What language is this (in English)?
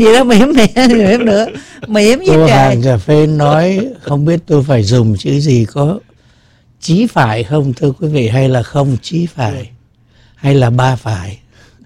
Vietnamese